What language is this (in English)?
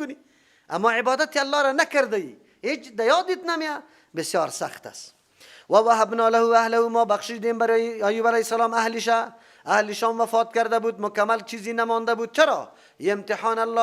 Persian